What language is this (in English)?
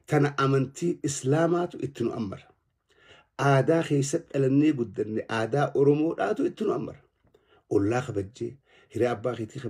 Oromo